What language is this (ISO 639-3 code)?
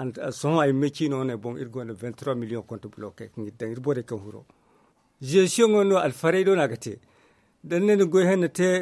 dje